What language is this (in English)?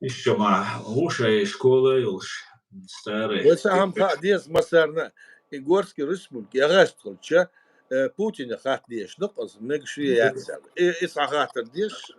Chechen